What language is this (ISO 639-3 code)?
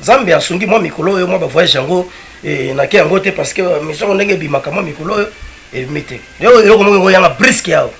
lin